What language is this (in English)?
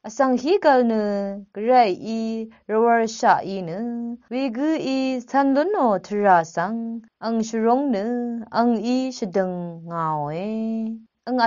Rawang